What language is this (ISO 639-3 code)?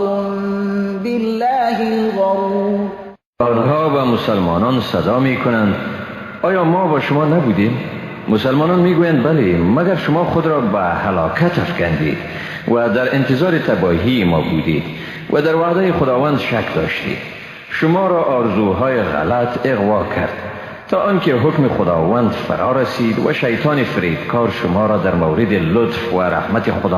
fas